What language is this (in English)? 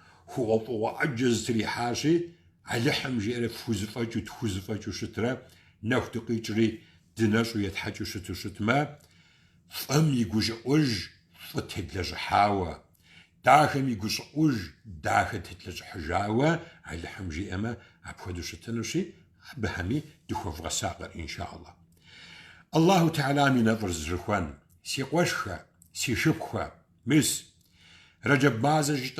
Kabardian